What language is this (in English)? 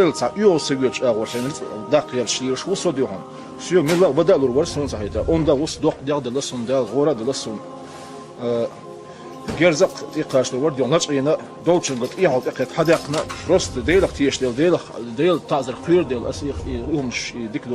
Chechen